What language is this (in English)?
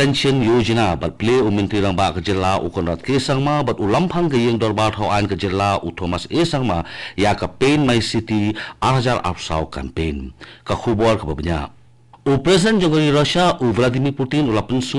Khasi